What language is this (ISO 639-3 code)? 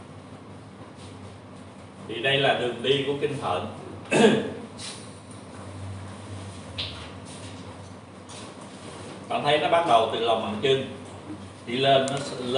vie